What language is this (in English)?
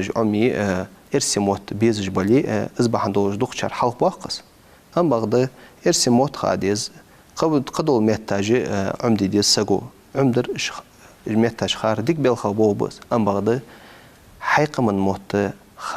Ingush